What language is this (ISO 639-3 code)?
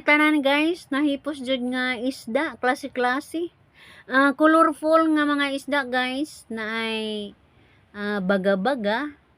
ceb